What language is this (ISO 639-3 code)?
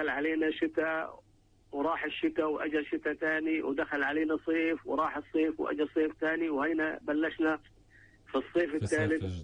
apc